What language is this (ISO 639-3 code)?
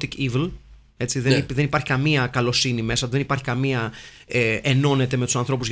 ell